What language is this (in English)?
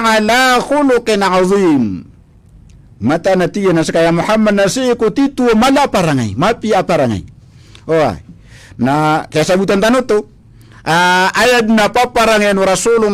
Maranao